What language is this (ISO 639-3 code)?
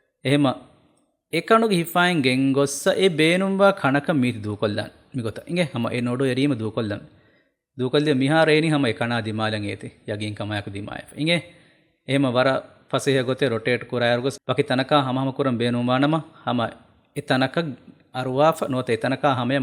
div